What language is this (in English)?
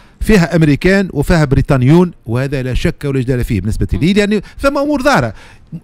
Tunisian Arabic